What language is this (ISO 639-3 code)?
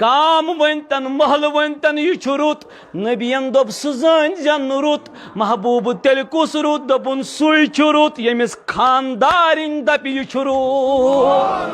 kas